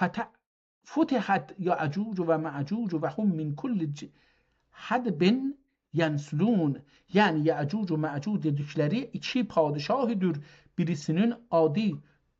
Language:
South Azerbaijani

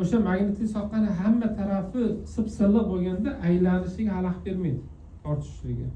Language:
Uzbek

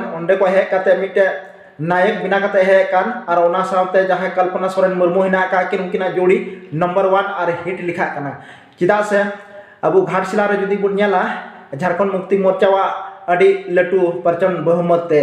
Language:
Santali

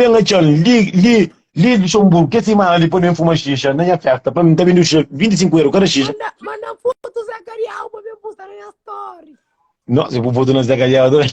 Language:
Kabuverdianu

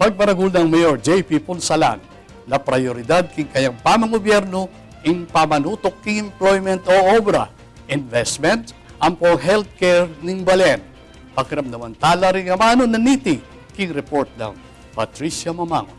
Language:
Pampanga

